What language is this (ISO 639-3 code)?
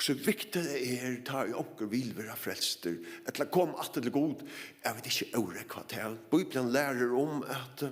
fao